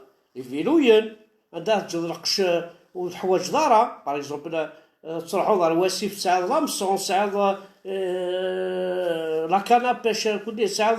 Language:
Kabyle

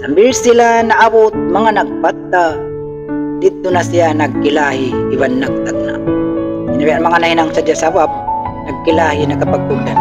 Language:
Tausug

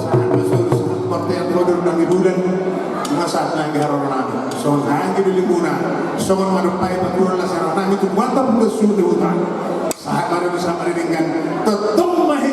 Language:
Batak Toba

